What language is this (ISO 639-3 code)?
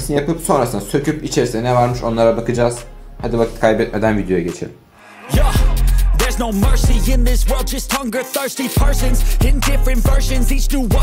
tur